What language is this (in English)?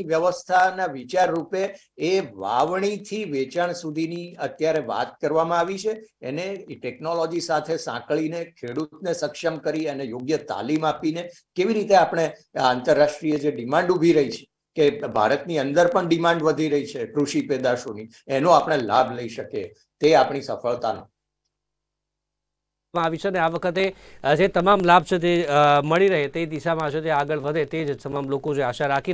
Gujarati